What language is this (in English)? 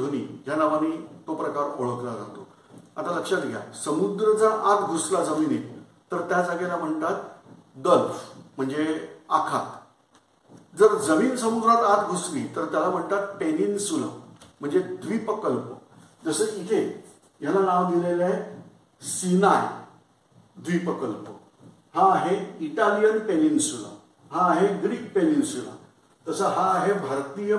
Marathi